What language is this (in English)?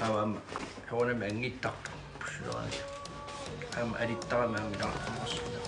Kalaallisut